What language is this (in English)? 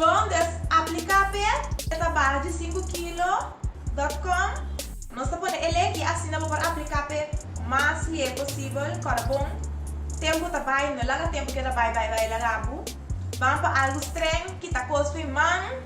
Papiamento